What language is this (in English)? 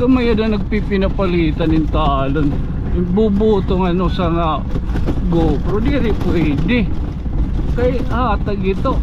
Waray